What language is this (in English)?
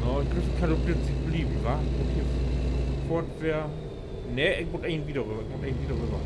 Low German